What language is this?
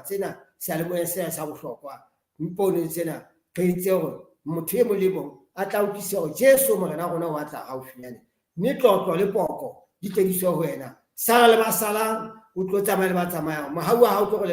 Southern Sotho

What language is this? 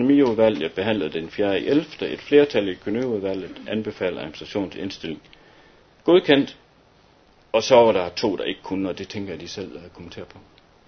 Danish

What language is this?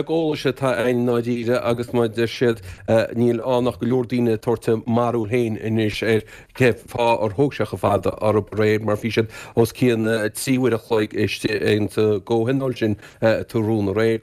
Irish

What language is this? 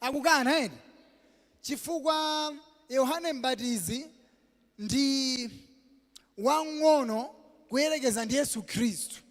Nyanja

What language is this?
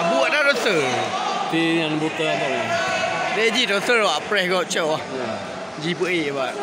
Achinese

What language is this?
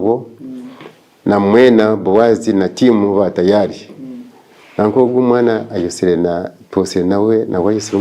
Nyankole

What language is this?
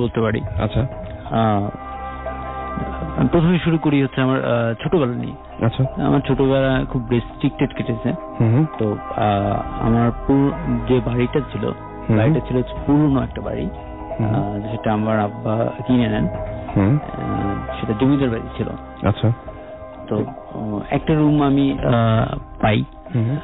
Bangla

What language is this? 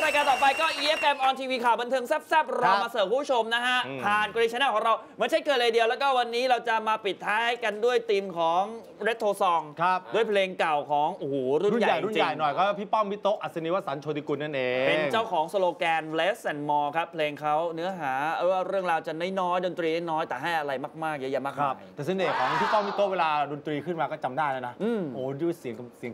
Thai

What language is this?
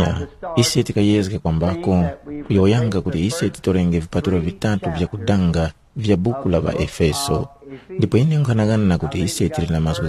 Tumbuka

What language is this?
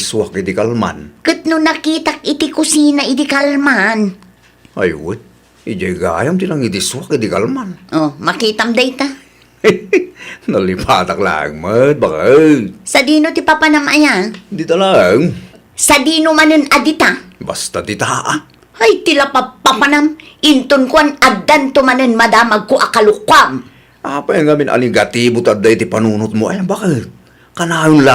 Iloko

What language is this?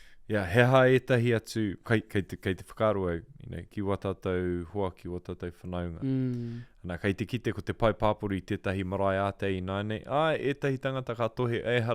Māori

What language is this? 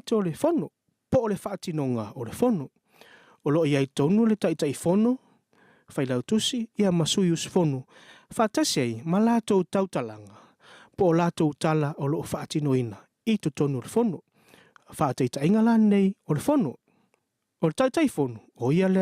Samoan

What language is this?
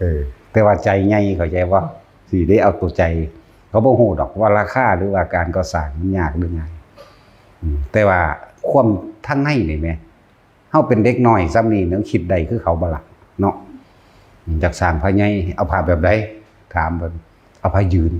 Northeastern Thai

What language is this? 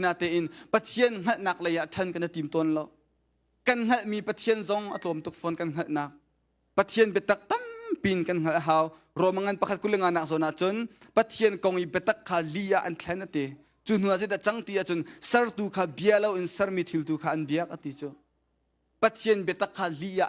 Hakha Chin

